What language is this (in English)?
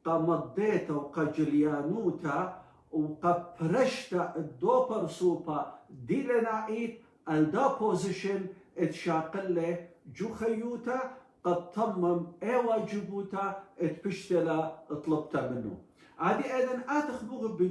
Assyrian Neo-Aramaic